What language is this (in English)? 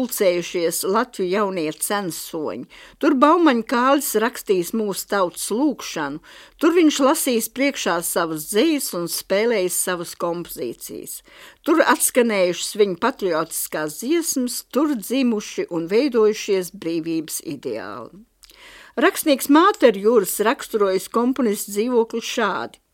Latvian